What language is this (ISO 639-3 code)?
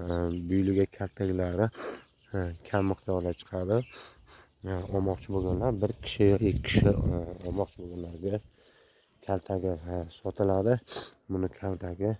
uzb